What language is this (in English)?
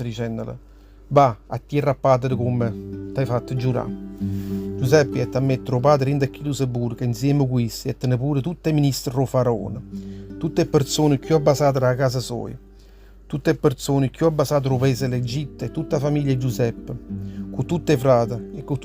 Neapolitan